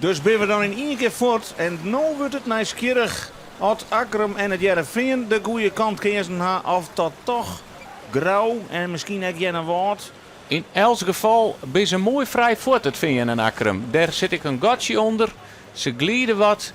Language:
Western Frisian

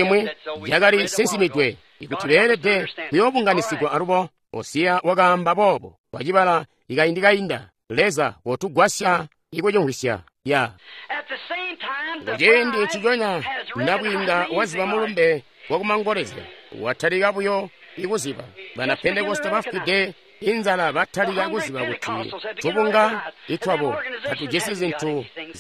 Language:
Tonga (Zambia)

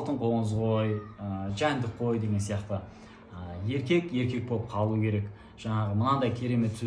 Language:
Kazakh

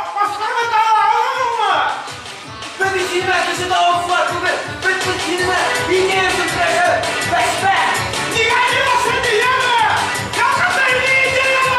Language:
Bashkir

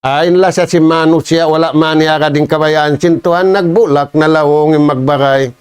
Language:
Tausug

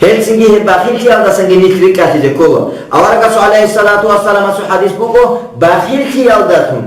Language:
Avaric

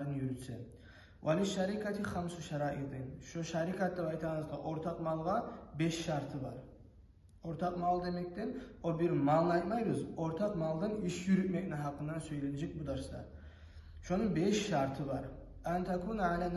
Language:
Kumyk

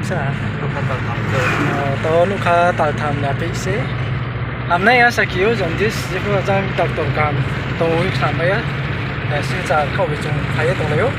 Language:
Riang (India)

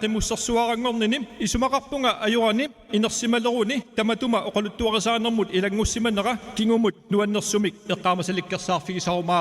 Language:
Kalaallisut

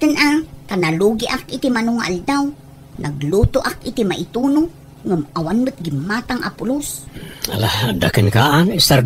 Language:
Iloko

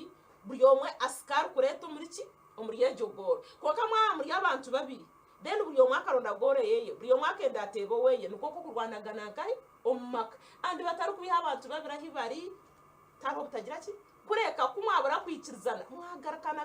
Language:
Nyankole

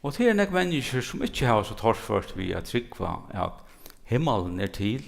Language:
Faroese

